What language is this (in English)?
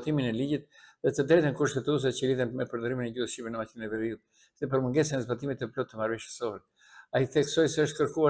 Albanian